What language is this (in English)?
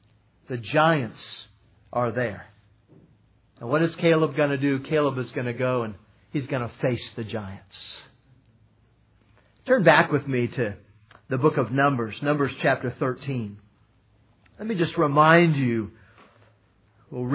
English